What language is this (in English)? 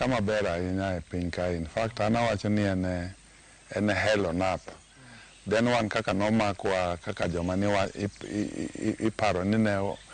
Luo (Kenya and Tanzania)